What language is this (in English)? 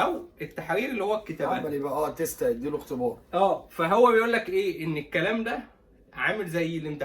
Egyptian Arabic